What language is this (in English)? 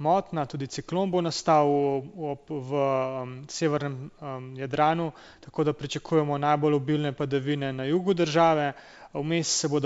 Slovenian